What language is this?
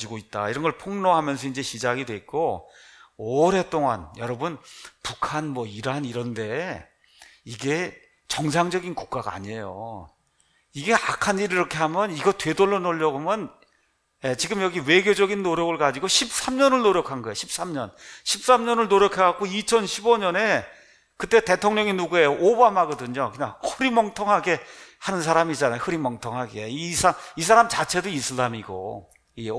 Korean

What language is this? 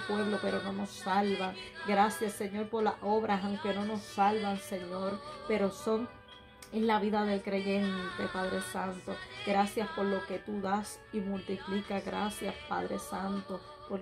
Spanish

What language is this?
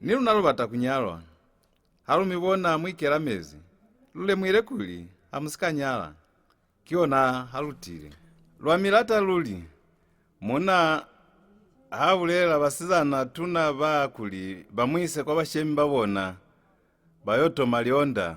Lozi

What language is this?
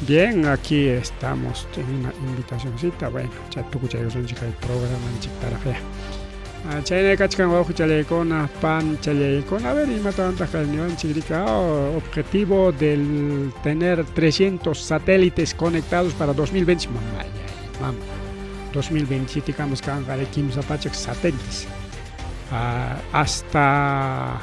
Ayacucho Quechua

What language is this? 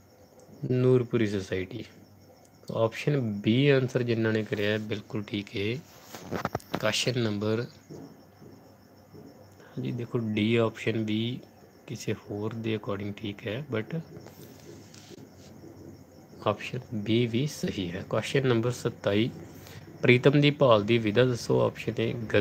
Punjabi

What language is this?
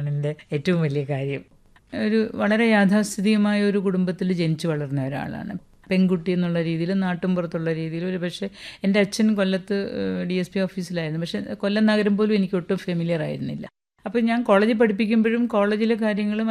Malayalam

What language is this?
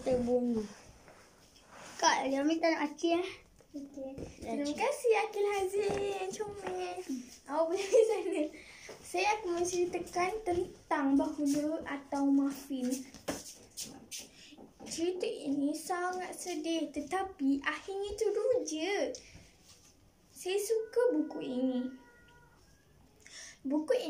Malay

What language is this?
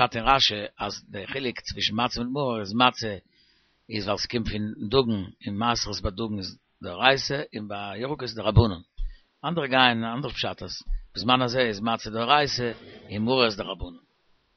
Yiddish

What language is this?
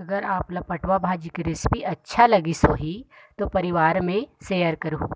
Chhattisgarhi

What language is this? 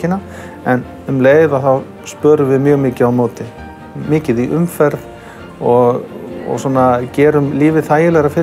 Icelandic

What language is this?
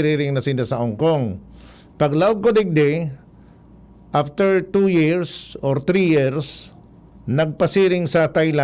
Bikol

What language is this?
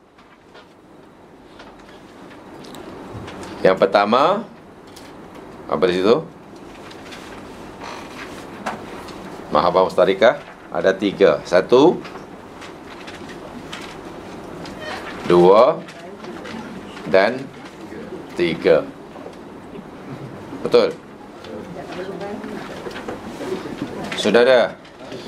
Malay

